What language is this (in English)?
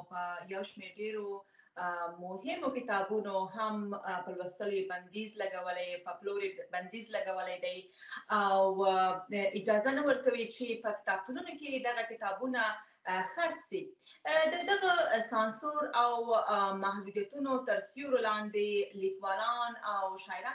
Pashto